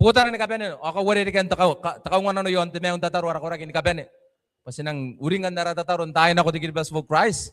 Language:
Gilbertese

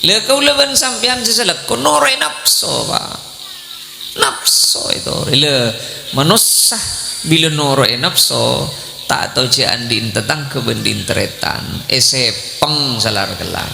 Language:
Madurese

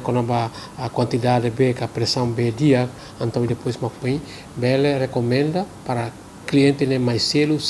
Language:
Tetum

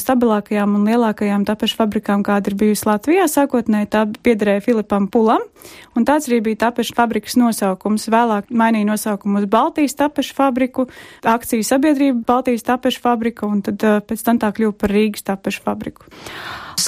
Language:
Latvian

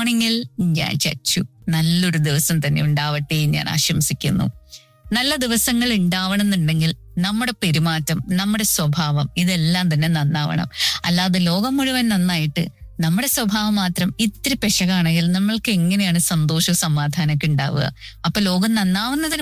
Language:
Malayalam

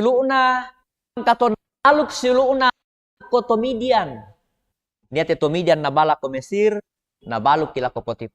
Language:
Toraja-Sa'dan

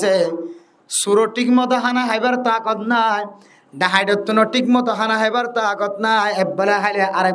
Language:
Rohingya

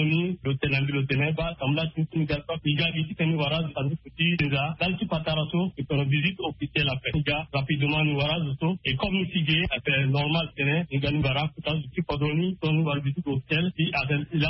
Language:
Sango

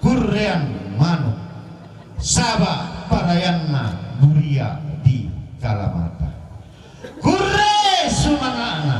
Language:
Toraja-Sa'dan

